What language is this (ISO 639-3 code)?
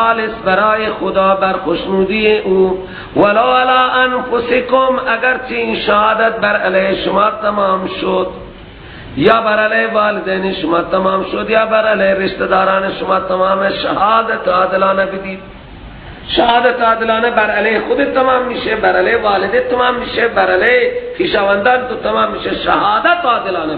fas